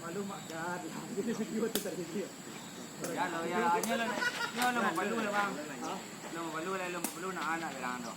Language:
Minangkabau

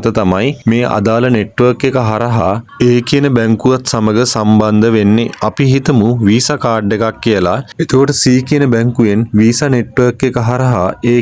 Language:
Sinhala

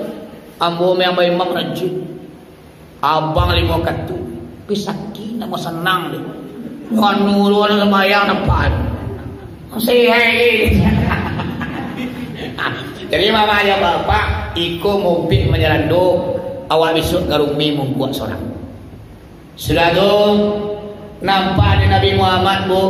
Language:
Minangkabau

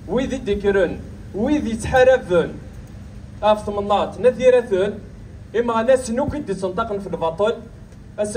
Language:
Kabyle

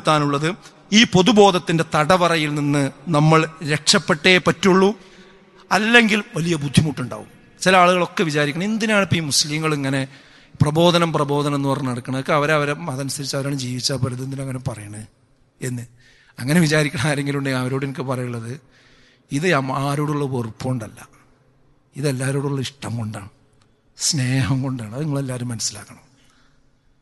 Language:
Malayalam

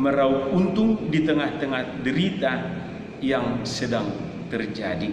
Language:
Batak Toba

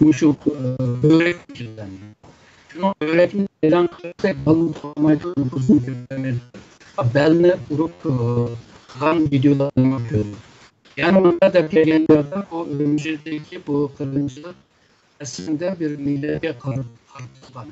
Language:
Uyghur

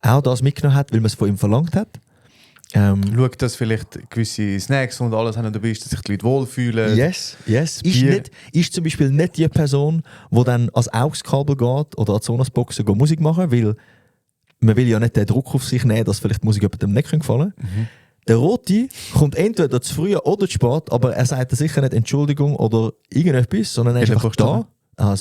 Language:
Swiss German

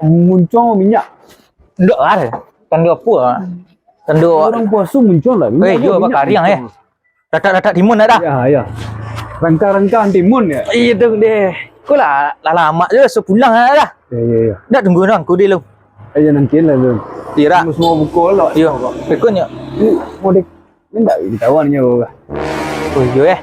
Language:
Minangkabau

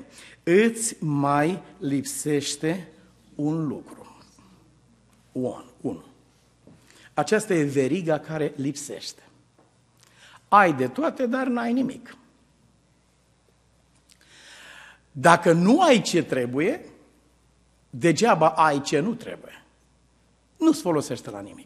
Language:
Romanian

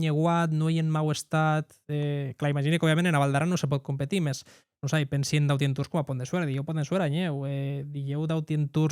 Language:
Occitan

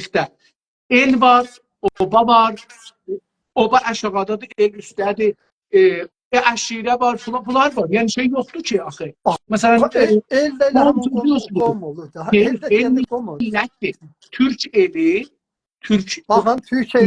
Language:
South Azerbaijani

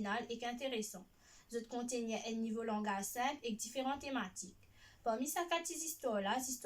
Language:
Morisyen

